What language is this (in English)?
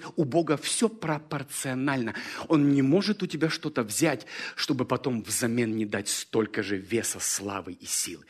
Russian